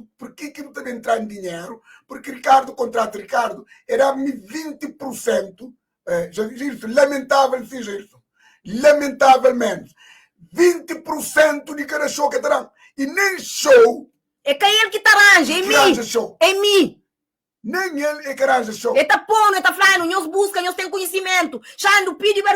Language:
Kabuverdianu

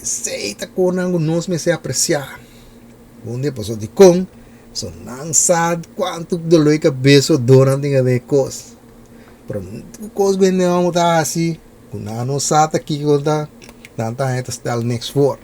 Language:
Papiamento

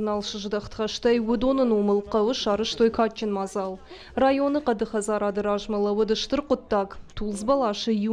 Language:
Ossetic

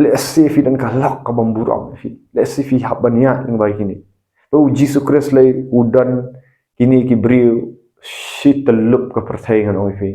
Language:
Khasi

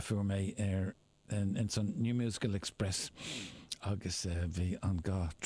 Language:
Irish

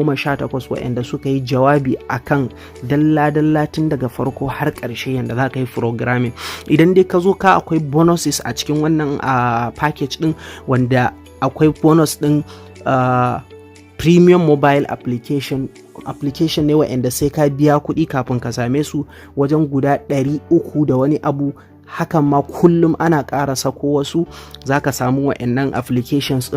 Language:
Hausa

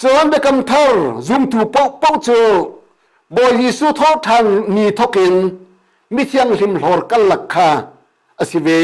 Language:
Hakha Chin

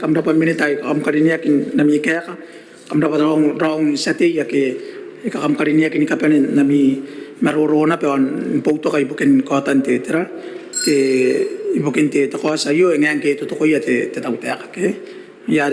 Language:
Gilbertese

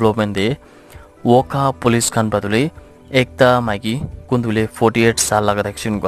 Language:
Naga Pidgin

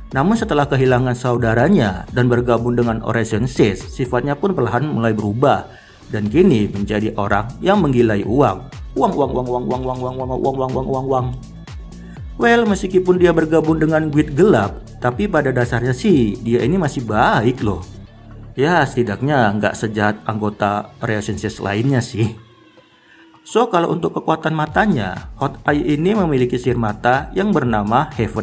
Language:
Indonesian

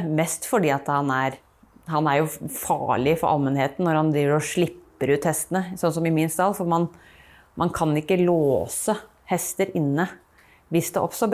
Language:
Norwegian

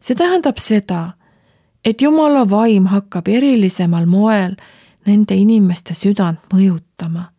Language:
Estonian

